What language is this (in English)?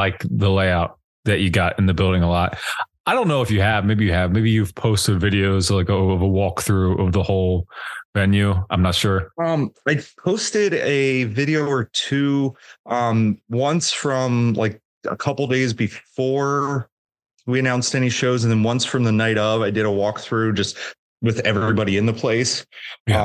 English